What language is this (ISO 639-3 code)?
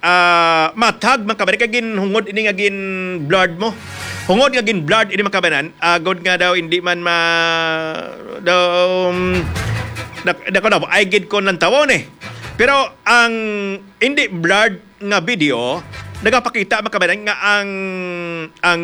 hil